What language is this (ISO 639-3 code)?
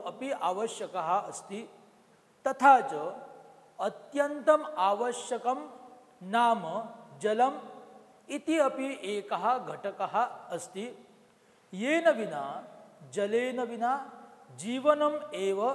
san